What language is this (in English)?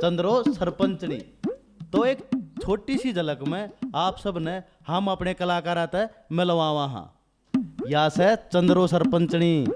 Haryanvi